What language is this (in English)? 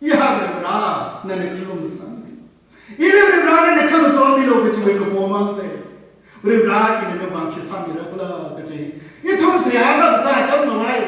Tangkhul Naga (India)